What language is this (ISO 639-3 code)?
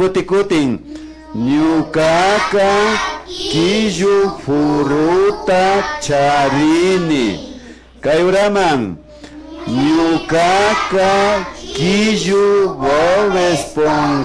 qvi